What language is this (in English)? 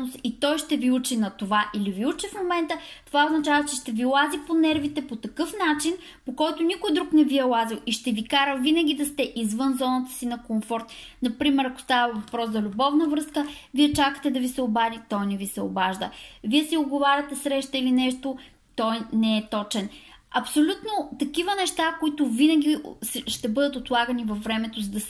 Bulgarian